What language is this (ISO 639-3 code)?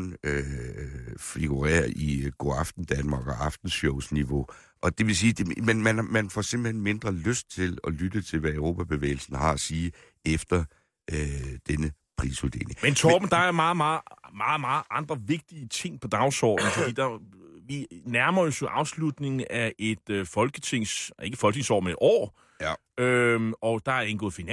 dan